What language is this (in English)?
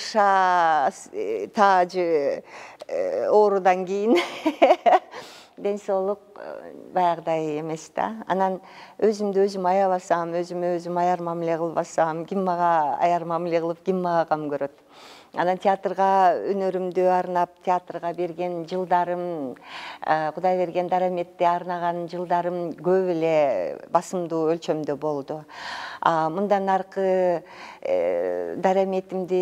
Kyrgyz